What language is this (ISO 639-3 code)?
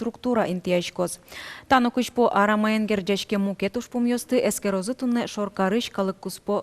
udm